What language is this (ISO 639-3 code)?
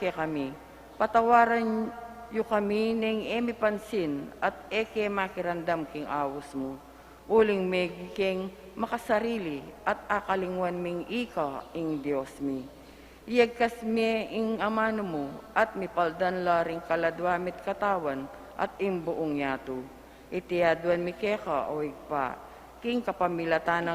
pam